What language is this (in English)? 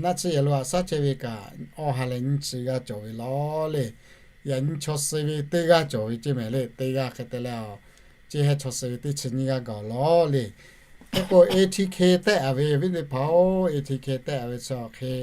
Lahu